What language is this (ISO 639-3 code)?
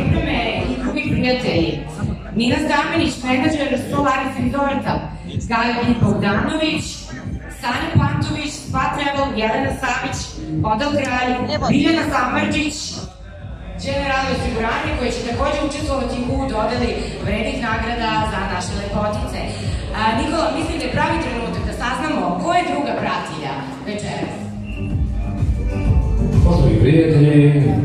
srp